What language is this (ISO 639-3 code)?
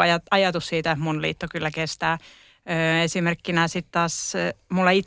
fin